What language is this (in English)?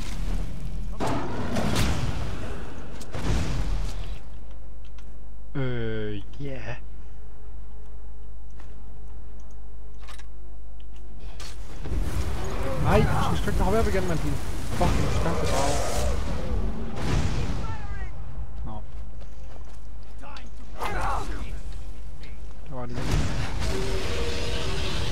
Danish